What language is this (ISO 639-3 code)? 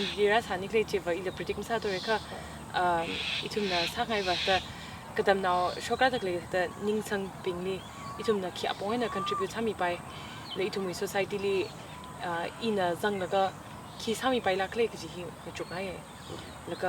nmf